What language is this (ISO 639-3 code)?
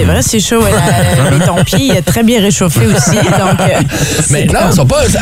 fra